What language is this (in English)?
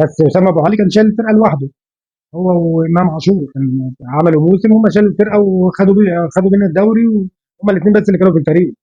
Egyptian Arabic